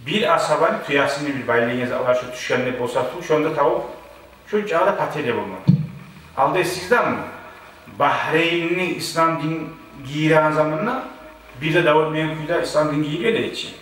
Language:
Kumyk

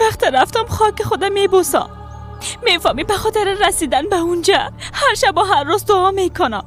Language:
Persian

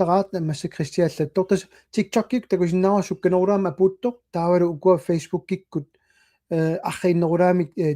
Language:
Kalaallisut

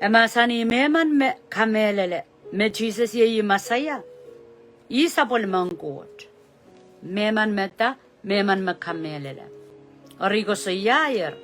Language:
Pohnpeian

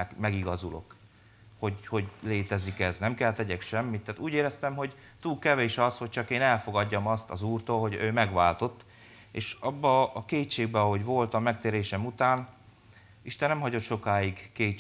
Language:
Hungarian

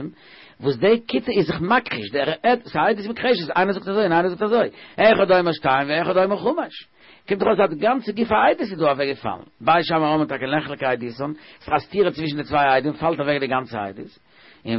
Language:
Yiddish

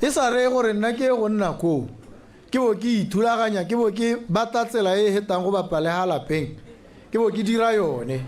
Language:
Tswana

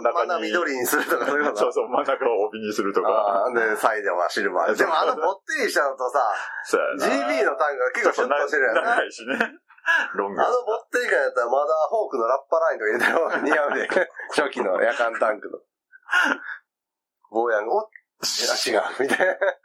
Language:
Japanese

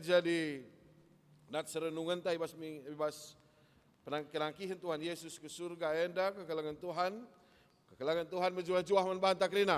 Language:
Batak Karo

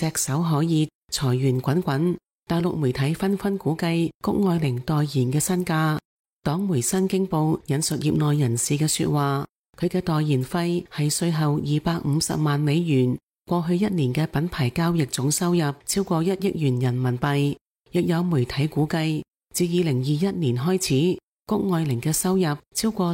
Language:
Cantonese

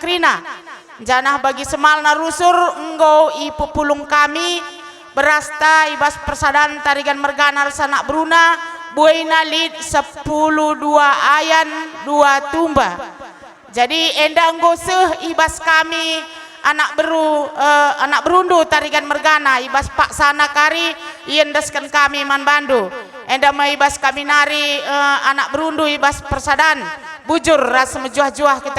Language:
Batak Karo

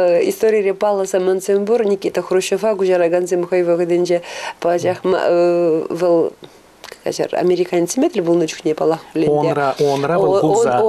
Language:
Chuvash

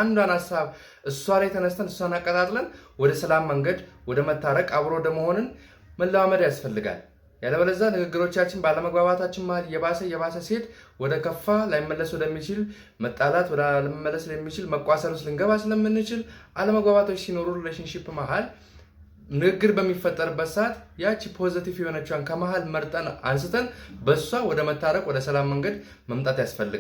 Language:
Amharic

